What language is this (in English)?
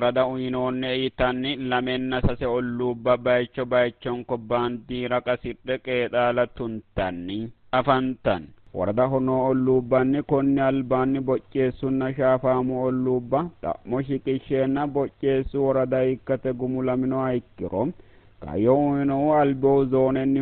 Sidamo